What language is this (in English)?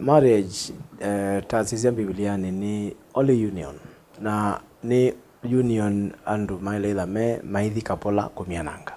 Kamba